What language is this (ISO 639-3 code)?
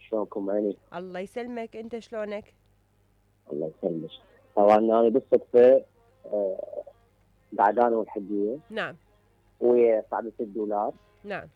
acm